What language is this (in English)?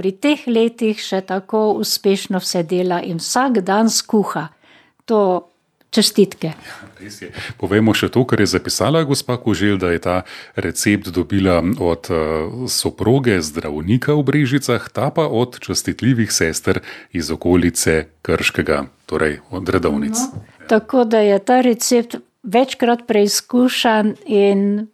Slovenian